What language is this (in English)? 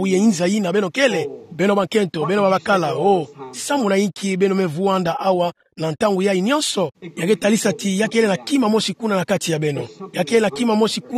Kituba (Democratic Republic of Congo)